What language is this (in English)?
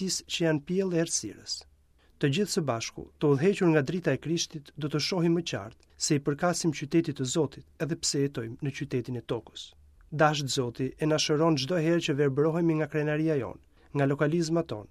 Albanian